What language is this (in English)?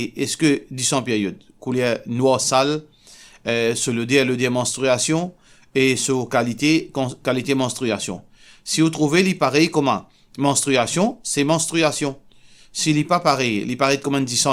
Morisyen